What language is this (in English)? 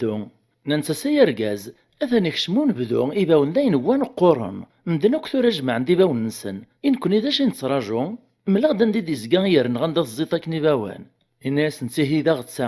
Kabyle